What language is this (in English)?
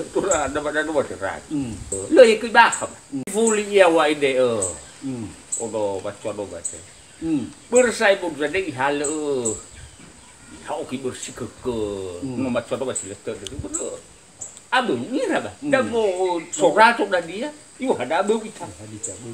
Nias